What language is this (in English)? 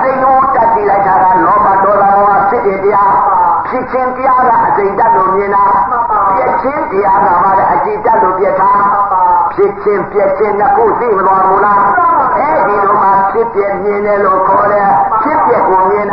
Burmese